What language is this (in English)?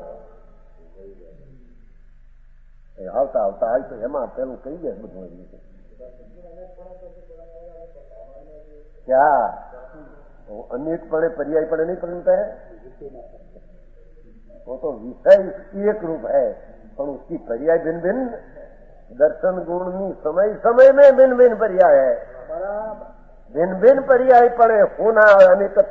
Gujarati